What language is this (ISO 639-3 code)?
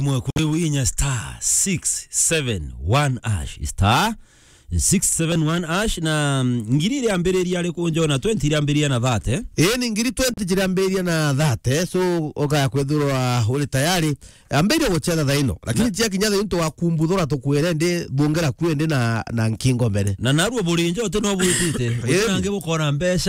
mer